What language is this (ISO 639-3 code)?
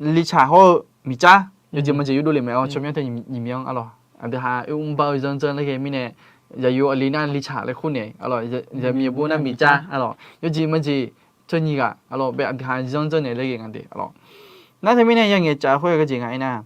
ahk